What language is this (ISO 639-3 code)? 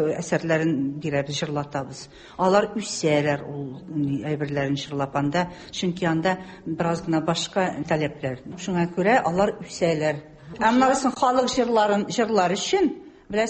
tat